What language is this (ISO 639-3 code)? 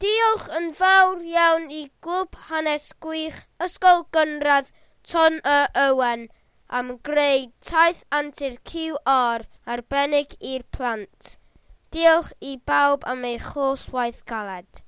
cym